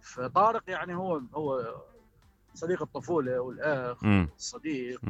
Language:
Mesopotamian Arabic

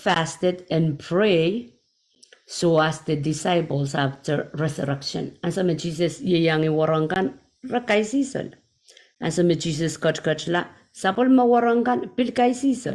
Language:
Pohnpeian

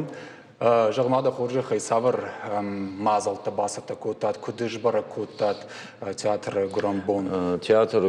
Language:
Ossetic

